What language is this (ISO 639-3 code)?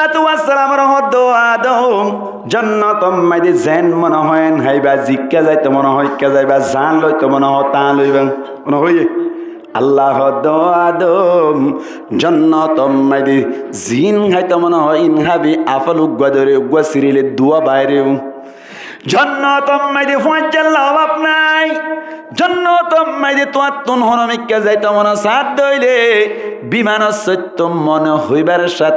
rhg